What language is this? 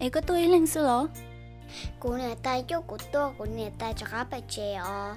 Hmong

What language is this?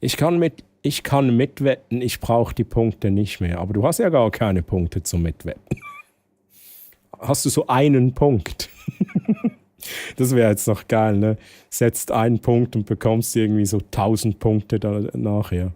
Swiss German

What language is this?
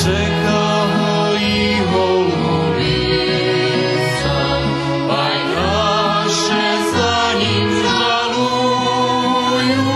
Rusyn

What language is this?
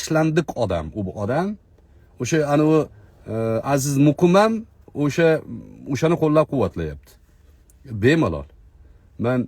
Uzbek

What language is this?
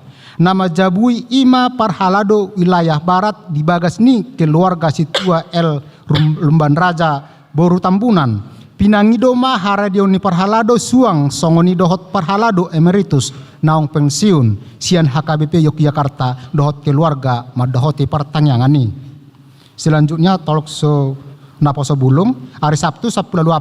Batak Toba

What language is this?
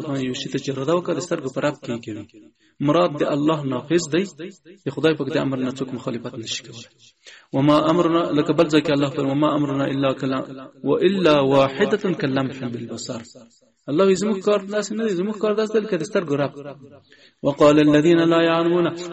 Pashto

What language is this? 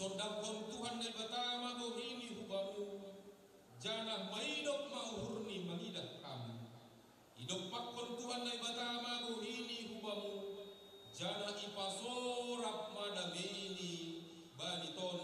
Batak Simalungun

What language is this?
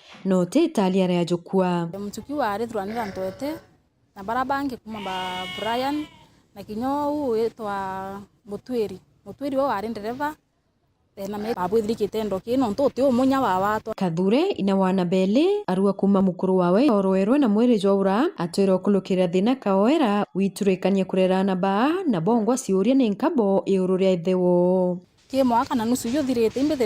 Meru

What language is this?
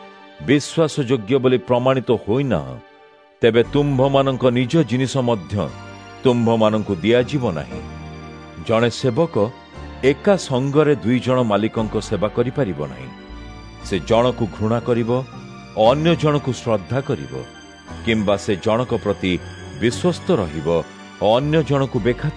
Odia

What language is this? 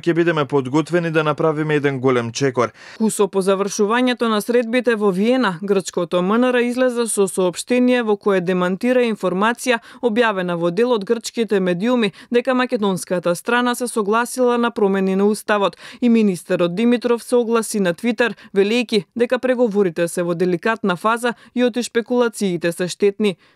Macedonian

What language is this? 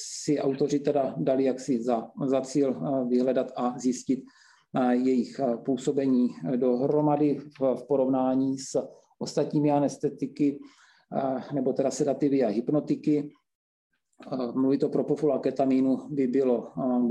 Czech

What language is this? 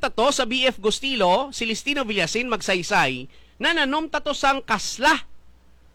Hiligaynon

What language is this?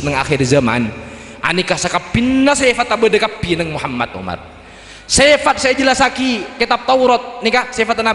Madurese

